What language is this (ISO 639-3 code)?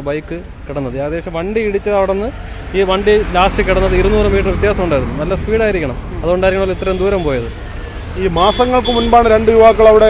mal